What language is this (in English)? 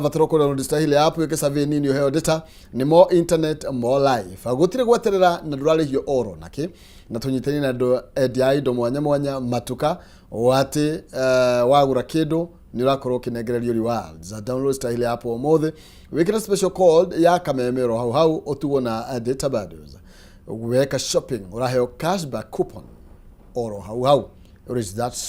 Kikuyu